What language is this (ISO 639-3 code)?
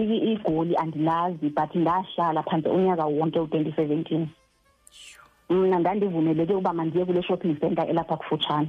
xho